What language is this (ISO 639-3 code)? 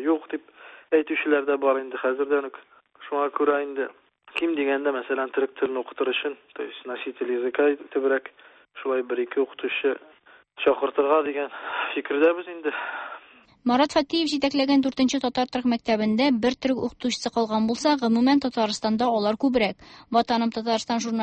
tat